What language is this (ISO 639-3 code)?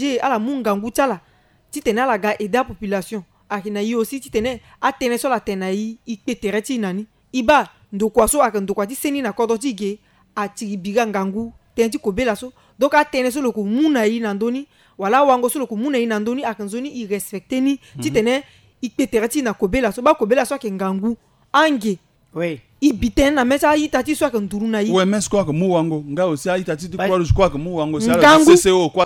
sag